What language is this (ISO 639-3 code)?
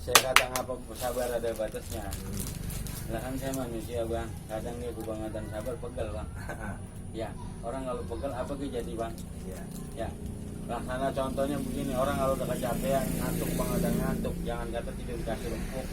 bew